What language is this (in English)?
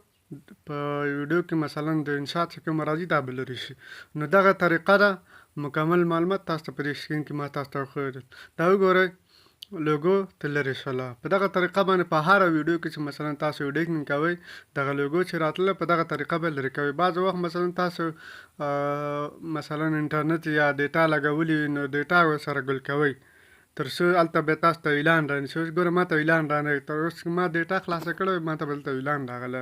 Pashto